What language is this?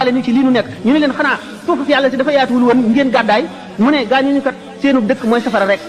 Wolof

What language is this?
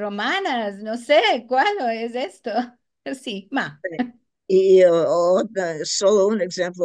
Ladino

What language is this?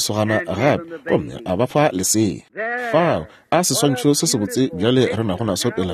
Northern Sotho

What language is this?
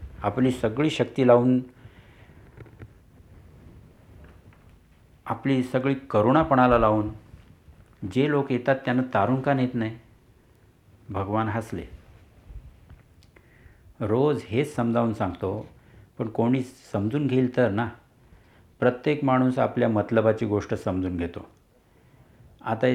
Marathi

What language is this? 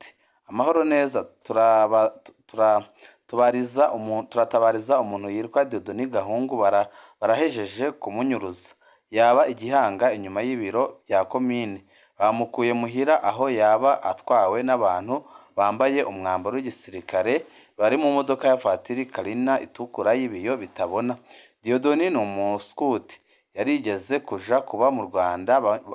Rundi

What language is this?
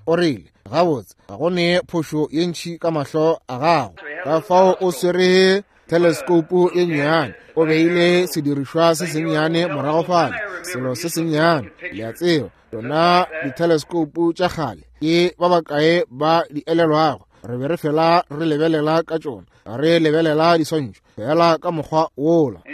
Northern Sotho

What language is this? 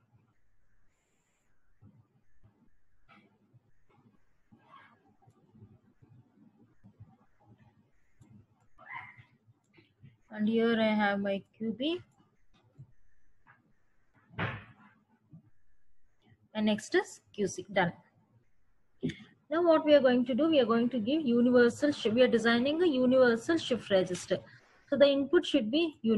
English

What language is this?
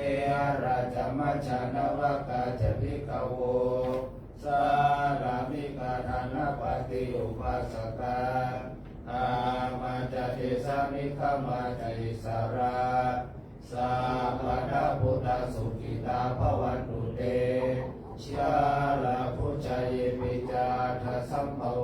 Pali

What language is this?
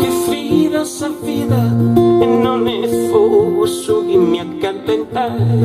Sardinian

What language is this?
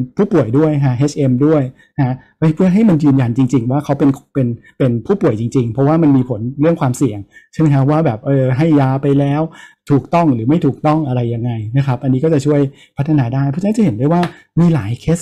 Thai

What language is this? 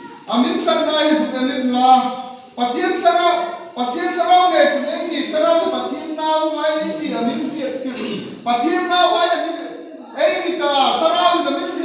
Hmar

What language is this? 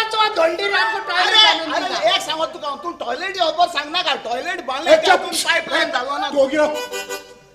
Konkani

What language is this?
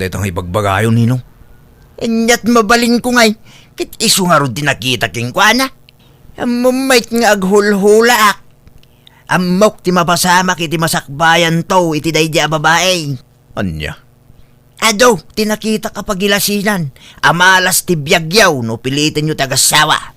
Iloko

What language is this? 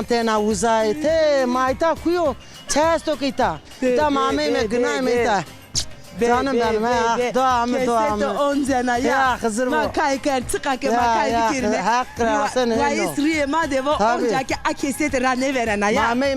Zaza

